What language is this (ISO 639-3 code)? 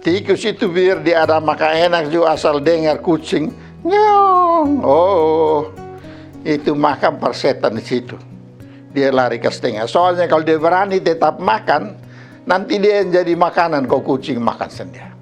mkn